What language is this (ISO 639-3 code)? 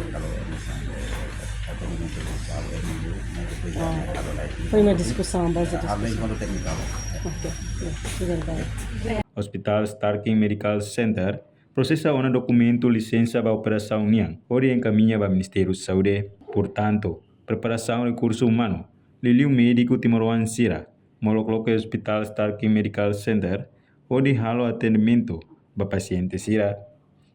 tet